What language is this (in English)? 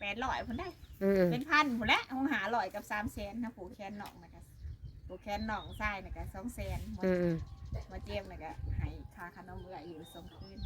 Northeastern Thai